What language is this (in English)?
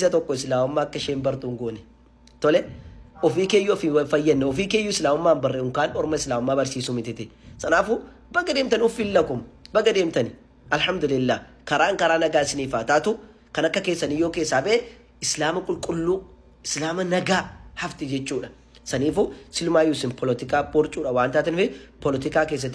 Oromo